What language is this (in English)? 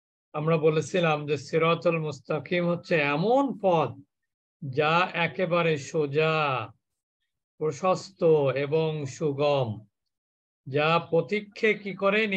Bangla